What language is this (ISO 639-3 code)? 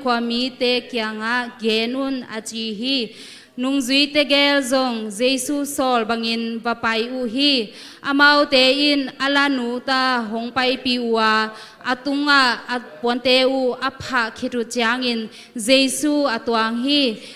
ctd